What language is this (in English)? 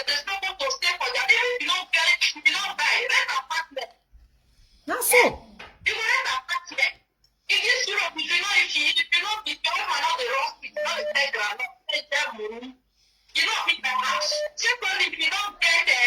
Nigerian Pidgin